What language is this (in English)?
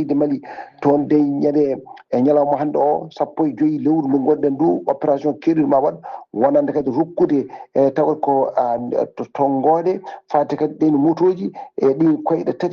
Fula